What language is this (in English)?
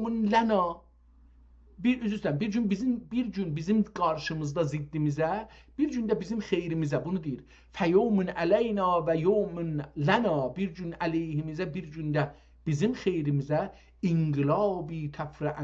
South Azerbaijani